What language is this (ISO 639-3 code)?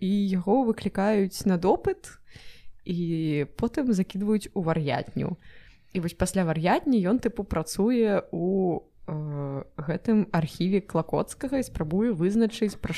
bel